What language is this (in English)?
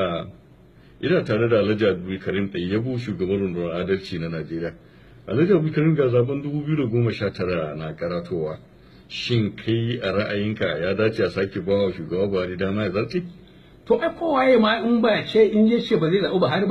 Hausa